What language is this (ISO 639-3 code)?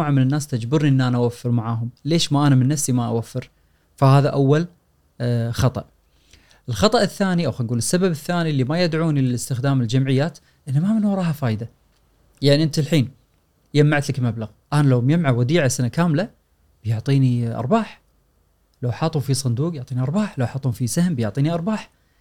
afb